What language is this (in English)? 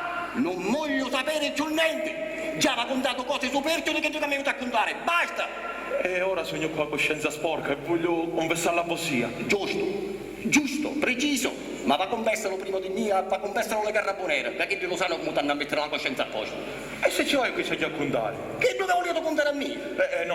Sicilian